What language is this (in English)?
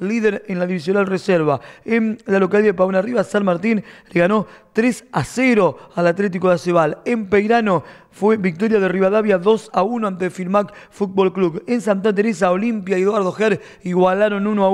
Spanish